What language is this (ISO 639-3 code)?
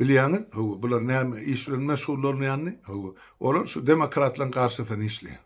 tuk